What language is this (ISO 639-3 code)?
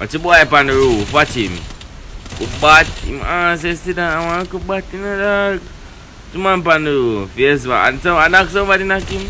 jam